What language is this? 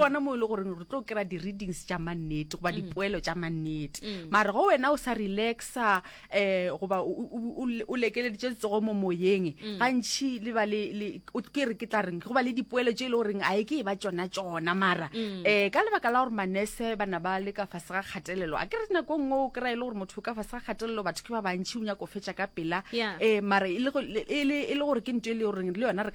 Northern Sotho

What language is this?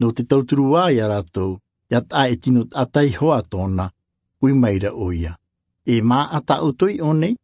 Tahitian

